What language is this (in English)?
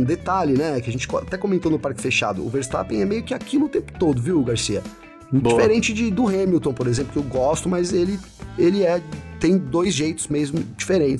Portuguese